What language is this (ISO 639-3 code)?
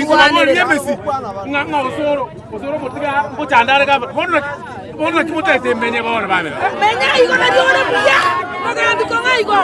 guz